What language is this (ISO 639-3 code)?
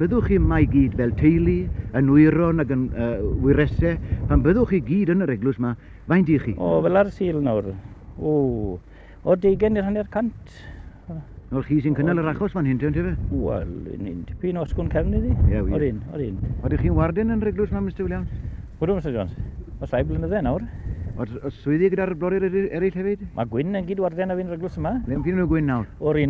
cym